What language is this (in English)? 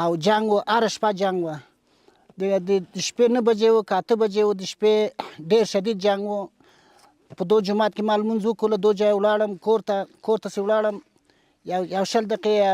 Pashto